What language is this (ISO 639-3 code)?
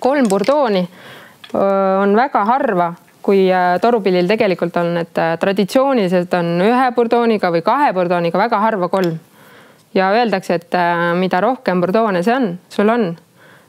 est